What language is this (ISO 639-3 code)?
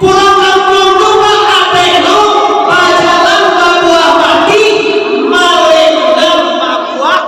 min